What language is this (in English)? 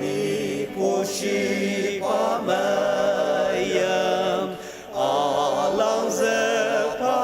Ao Naga